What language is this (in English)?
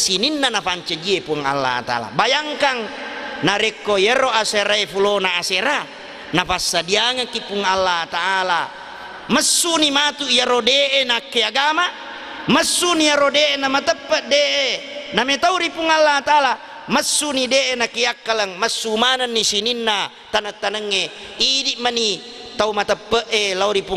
Buginese